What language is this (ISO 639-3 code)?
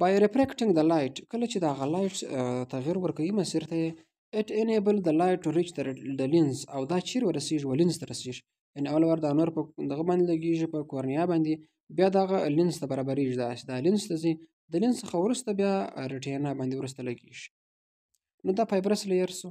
pus